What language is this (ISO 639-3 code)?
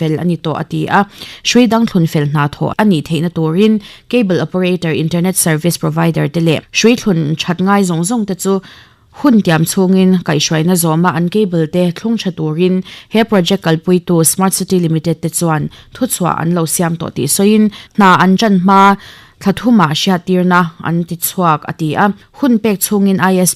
lus